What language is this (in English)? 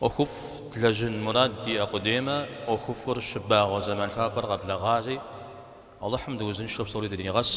Kabardian